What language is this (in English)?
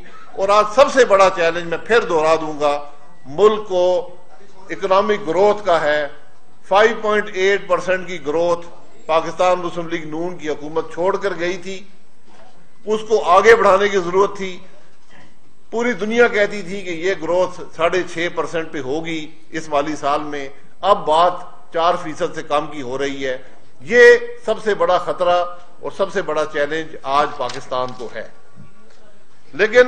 Urdu